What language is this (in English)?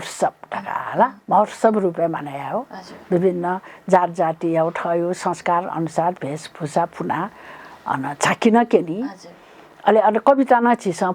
Newari